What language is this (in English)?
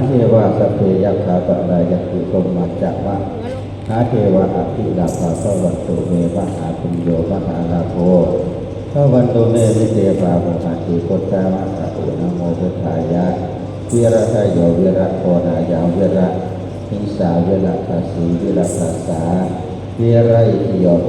Pali